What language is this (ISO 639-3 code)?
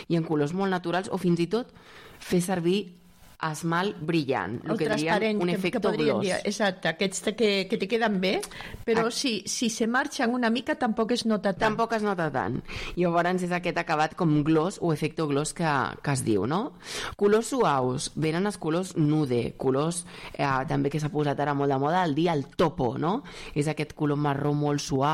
cat